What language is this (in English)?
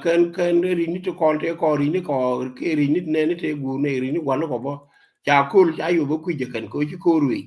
Nuer